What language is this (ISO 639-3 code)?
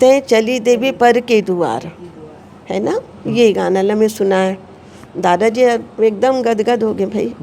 hne